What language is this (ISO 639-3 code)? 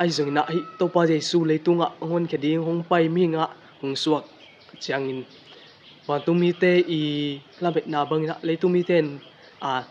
ctd